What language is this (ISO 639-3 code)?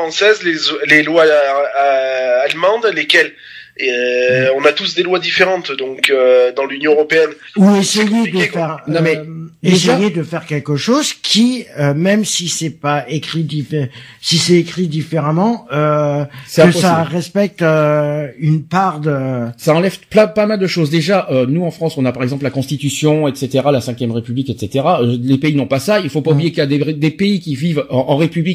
fra